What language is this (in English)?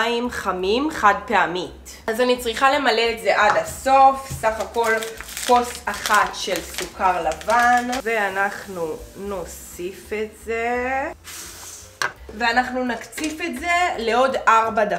Hebrew